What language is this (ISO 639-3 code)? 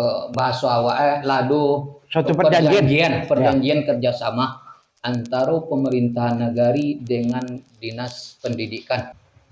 min